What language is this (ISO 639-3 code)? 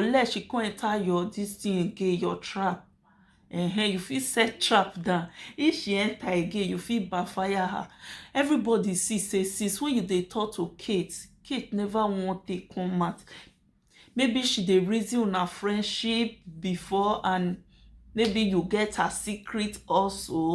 pcm